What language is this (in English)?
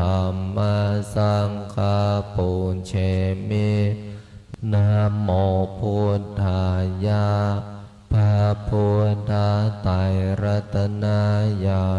Pali